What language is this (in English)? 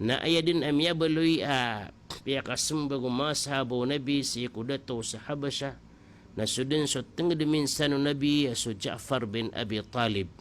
Maranao